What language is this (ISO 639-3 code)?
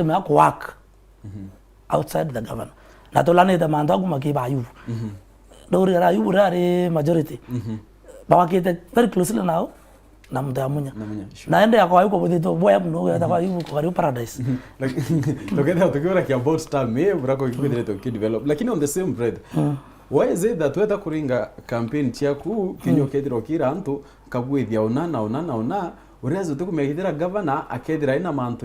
mer